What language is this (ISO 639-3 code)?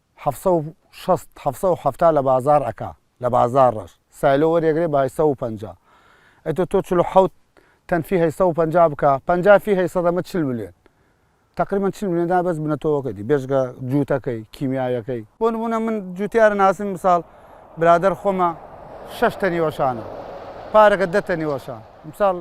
ckb